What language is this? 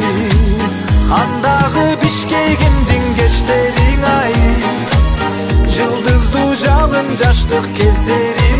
Kyrgyz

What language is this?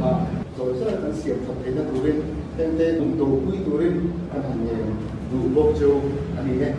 Mizo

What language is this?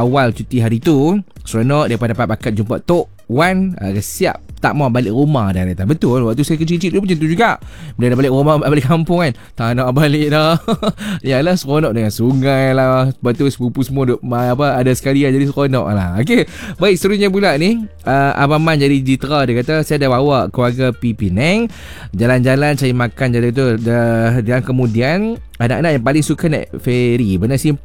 Malay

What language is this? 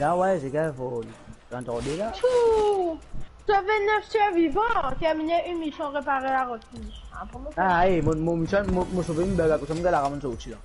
Morisyen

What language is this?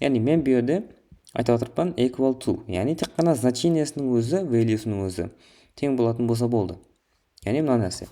Kara-Kalpak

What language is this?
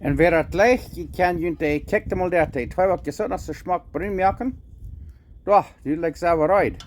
Plautdietsch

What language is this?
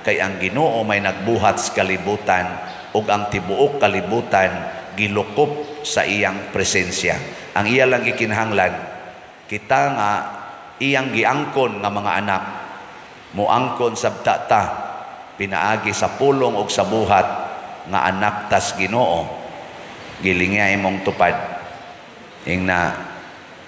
Cebuano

